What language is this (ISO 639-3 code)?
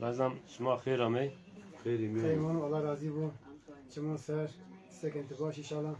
zza